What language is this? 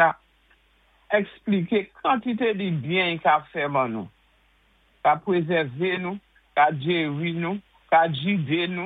Saint Lucian Creole French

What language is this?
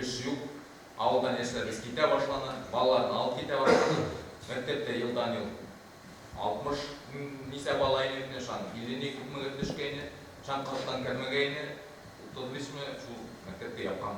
Bashkir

